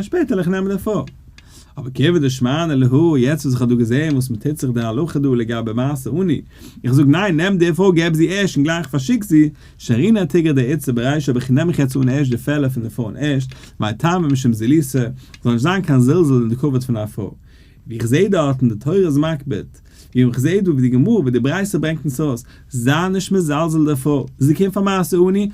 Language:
Yiddish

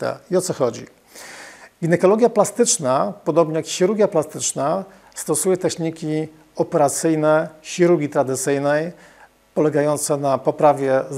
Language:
Polish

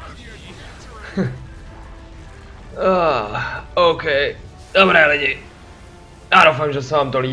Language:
Czech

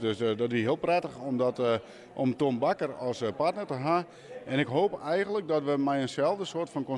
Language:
Western Frisian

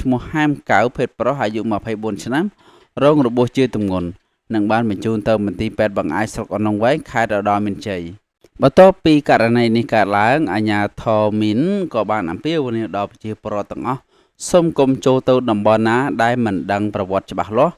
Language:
Khmer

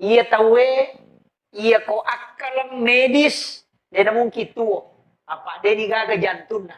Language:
Buginese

